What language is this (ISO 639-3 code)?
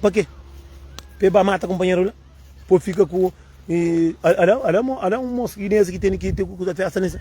kea